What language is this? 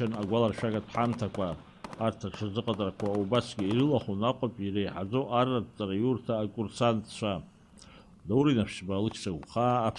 Abkhazian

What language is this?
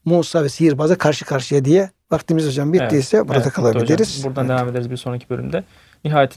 Turkish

